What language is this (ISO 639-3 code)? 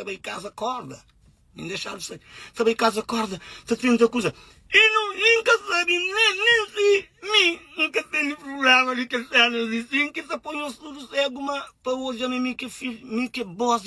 kea